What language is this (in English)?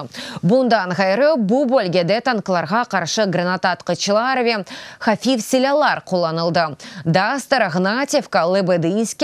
Crimean Tatar